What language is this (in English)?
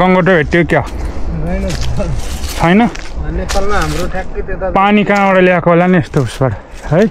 Nepali